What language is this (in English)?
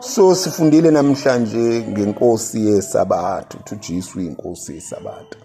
Zulu